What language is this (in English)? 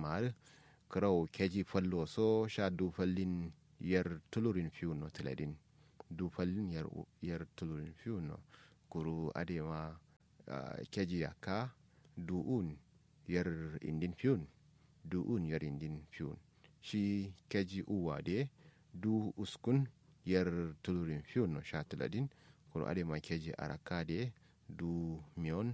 Kanuri